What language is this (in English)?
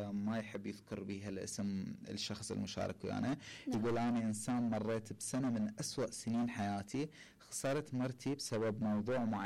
Mesopotamian Arabic